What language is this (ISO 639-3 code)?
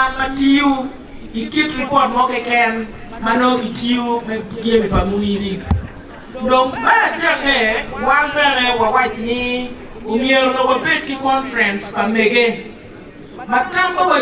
ach